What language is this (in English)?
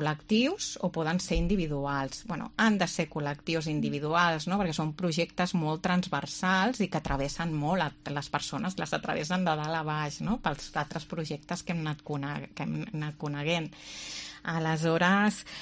Catalan